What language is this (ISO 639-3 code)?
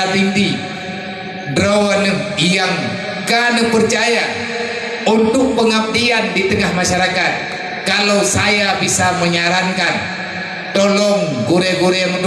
ace